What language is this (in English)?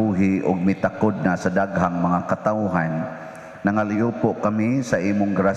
Cebuano